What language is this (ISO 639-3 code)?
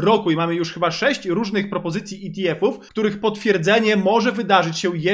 pol